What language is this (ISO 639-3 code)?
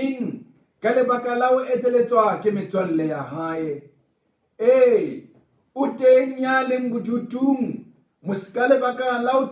sot